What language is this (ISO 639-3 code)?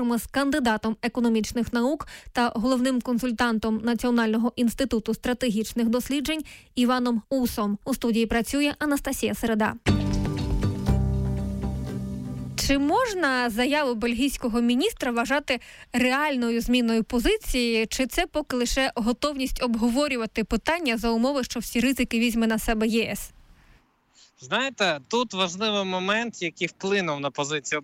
ukr